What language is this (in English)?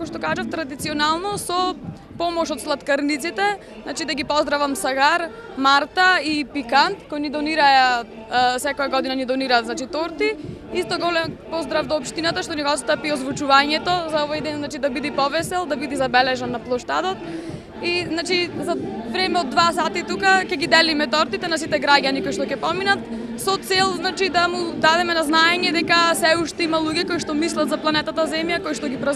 Macedonian